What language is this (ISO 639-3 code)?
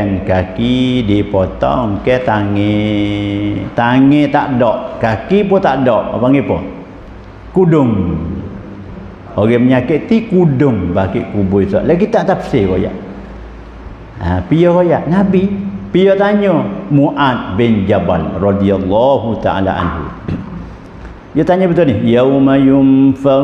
mfa